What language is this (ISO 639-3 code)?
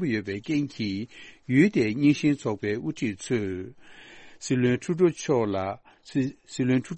bod